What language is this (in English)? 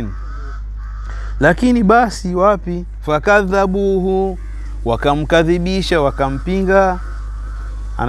Swahili